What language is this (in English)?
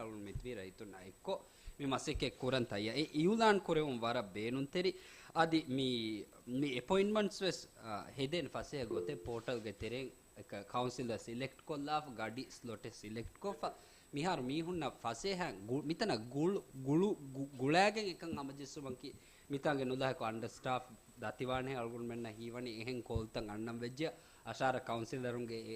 Divehi